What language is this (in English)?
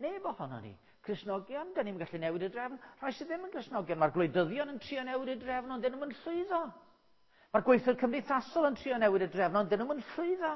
Welsh